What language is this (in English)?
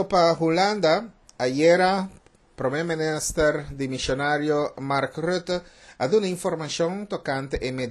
Papiamento